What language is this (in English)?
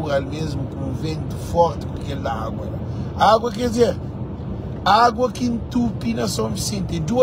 Kabuverdianu